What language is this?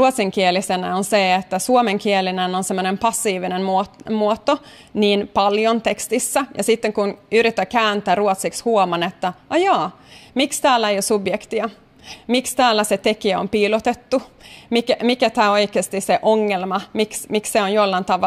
Finnish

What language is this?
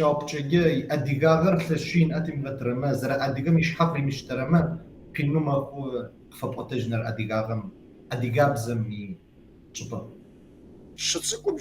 Kabardian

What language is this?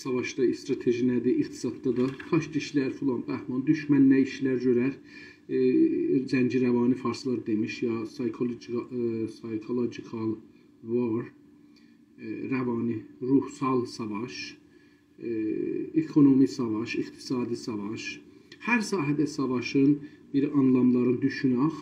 South Azerbaijani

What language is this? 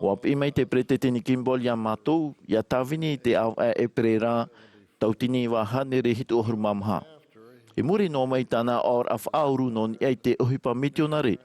Tahitian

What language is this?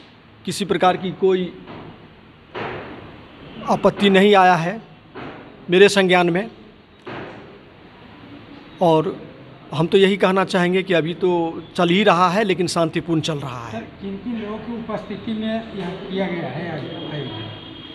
Hindi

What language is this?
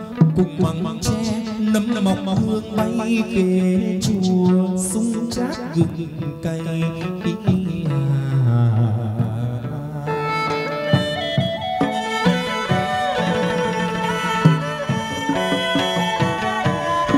Vietnamese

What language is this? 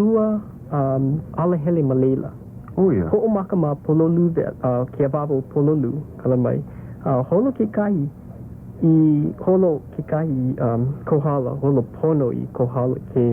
Hawaiian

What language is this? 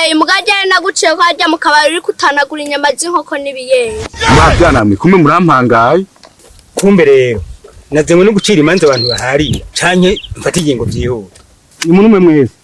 Rundi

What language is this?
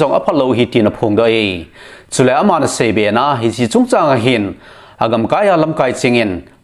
Thado Chin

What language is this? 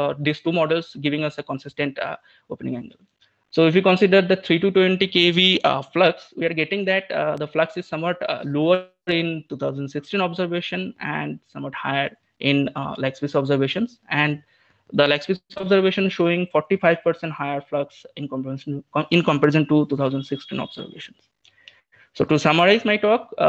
English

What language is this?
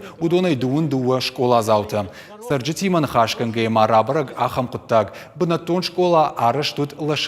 Ossetic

